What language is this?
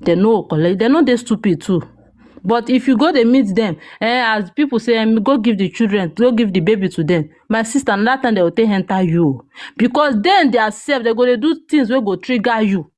Nigerian Pidgin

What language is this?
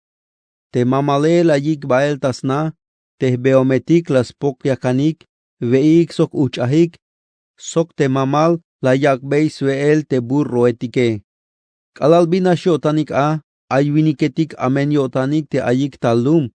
Tzeltal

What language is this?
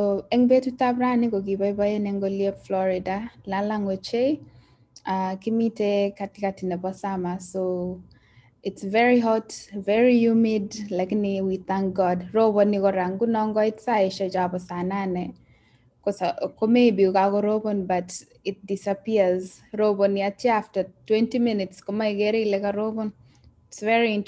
Kalenjin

